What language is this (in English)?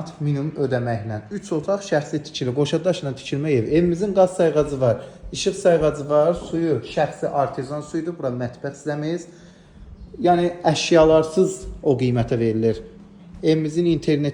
Azerbaijani